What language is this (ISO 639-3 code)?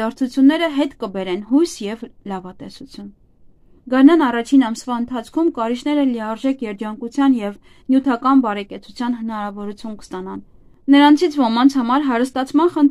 hye